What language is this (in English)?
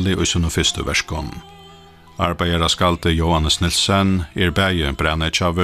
Faroese